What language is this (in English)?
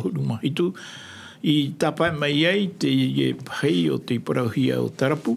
Tahitian